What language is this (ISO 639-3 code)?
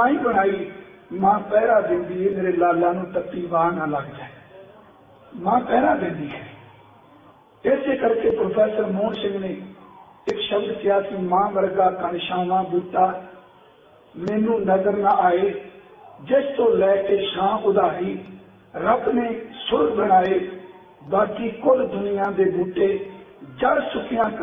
pan